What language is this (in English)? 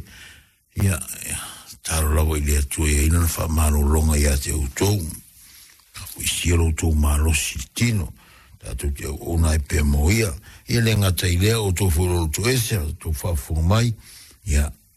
Samoan